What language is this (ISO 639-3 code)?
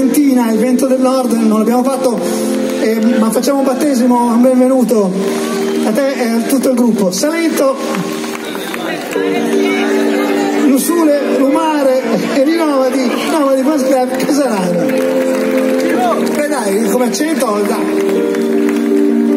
ita